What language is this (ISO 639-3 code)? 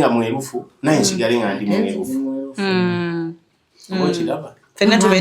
lug